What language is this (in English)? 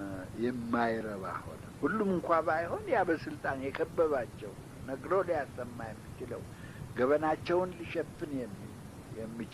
Amharic